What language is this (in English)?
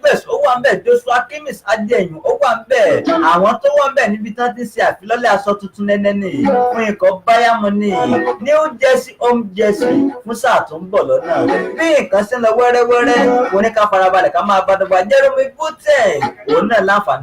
Yoruba